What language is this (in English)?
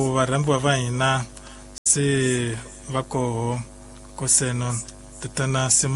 Tsonga